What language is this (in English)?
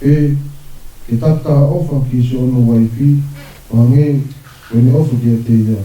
Tongan